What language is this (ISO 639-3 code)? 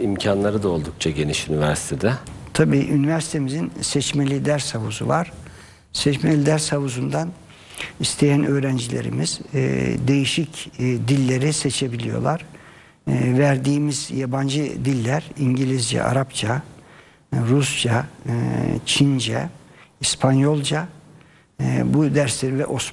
tur